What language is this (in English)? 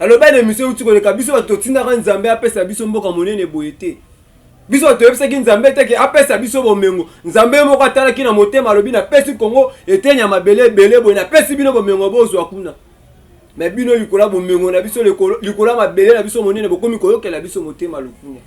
Lingala